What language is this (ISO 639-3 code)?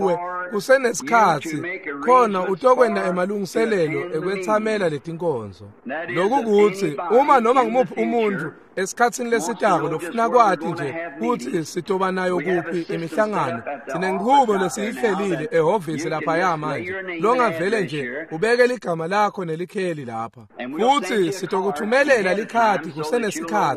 ssw